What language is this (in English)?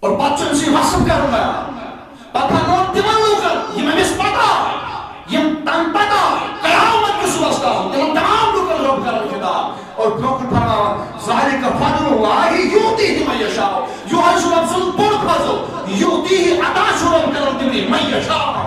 Kashmiri